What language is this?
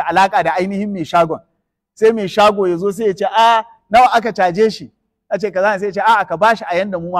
Hausa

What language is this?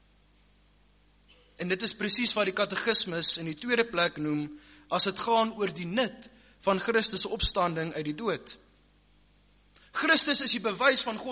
Afrikaans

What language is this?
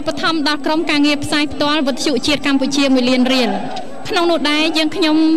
Khmer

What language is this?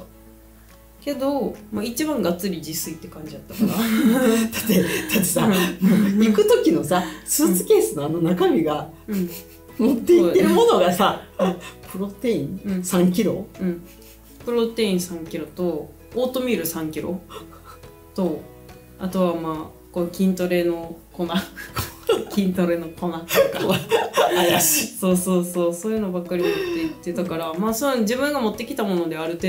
Japanese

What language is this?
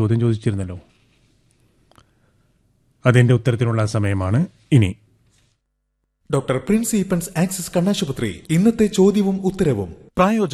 Malayalam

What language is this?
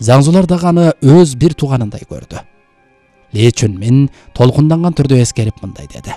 Kyrgyz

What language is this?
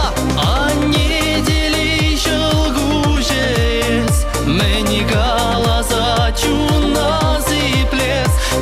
Chuvash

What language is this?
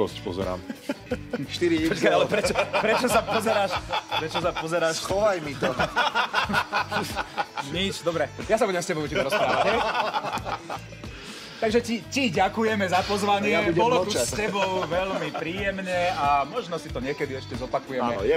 Slovak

